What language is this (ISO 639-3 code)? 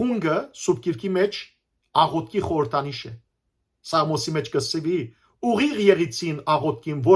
hyw